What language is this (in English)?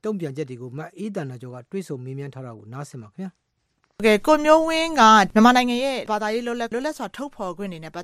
Burmese